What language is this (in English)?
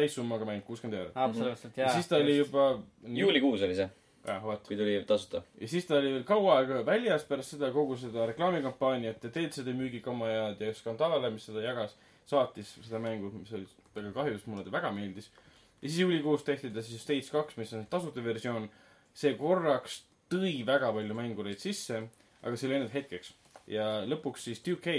Estonian